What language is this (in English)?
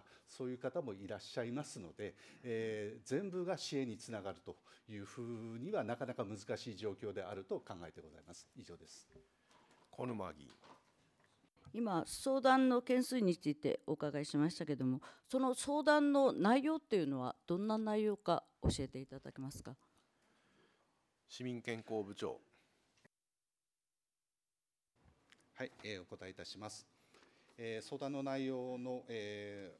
Japanese